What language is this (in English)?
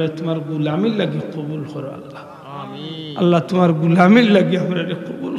Sylheti